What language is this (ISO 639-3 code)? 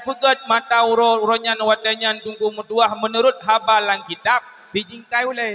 ace